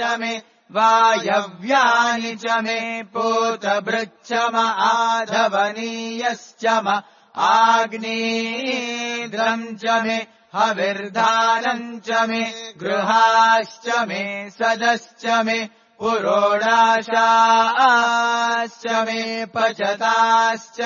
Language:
Sanskrit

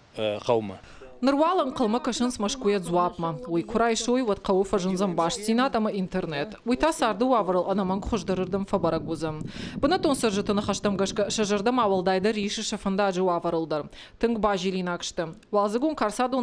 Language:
Ossetic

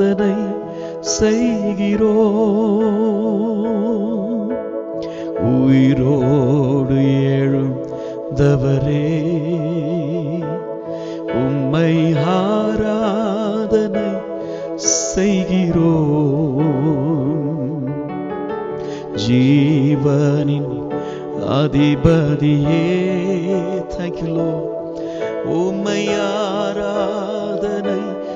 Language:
Tamil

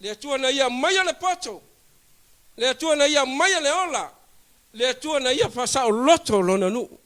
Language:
Samoan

